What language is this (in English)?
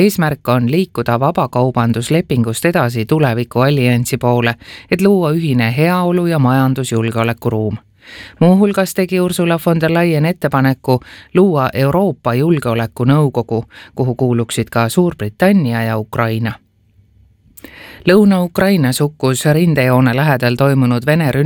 Estonian